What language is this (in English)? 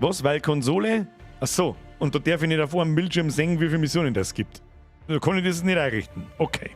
Bavarian